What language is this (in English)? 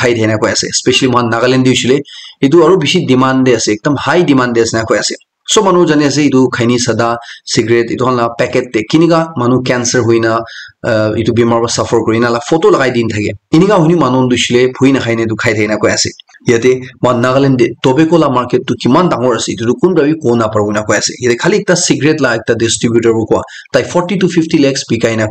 Naga Pidgin